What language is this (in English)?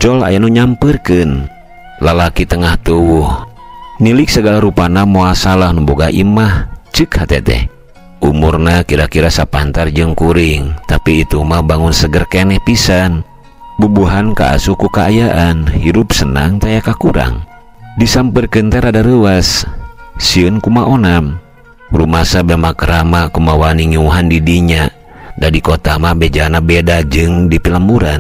Sundanese